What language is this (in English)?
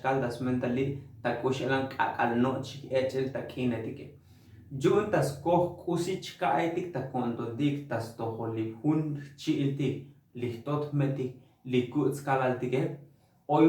Tzotzil